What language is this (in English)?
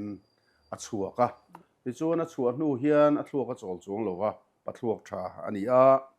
Mizo